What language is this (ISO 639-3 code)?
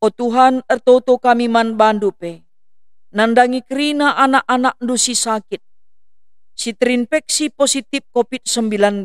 btx